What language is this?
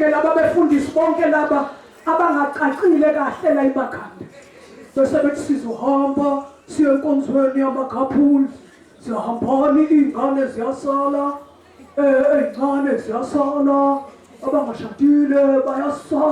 Zulu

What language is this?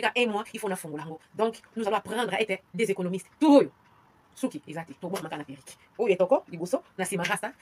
Lingala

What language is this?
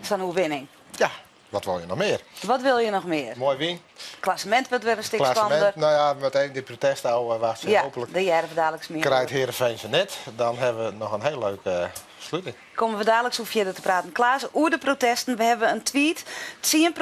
Western Frisian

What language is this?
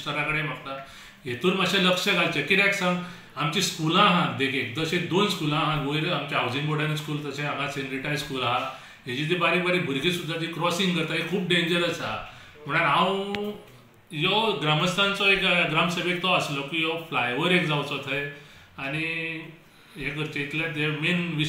Konkani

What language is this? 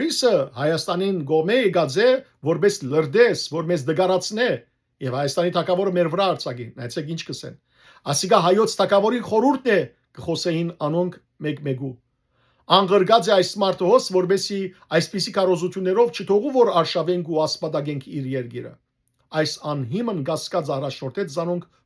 Western Armenian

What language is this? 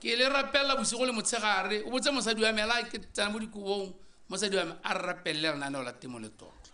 Tswana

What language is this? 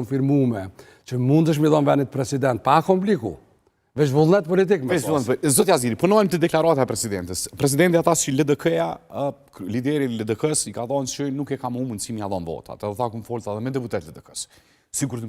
Albanian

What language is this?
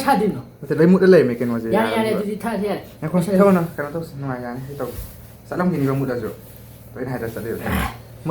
Manipuri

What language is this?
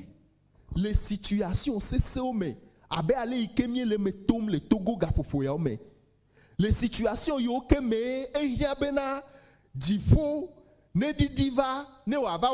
Ewe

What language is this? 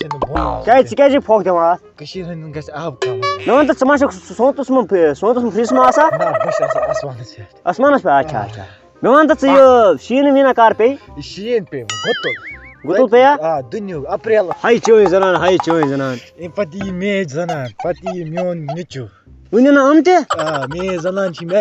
Kashmiri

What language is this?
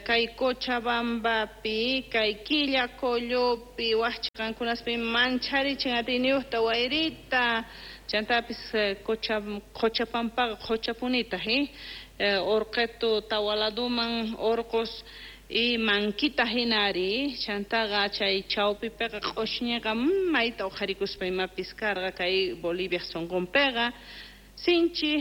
Quechua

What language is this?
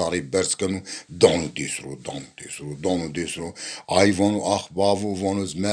Zaza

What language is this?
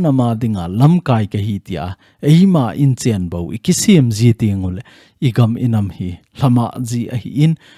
Thado Chin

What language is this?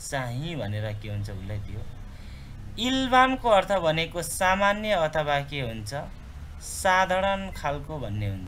Nepali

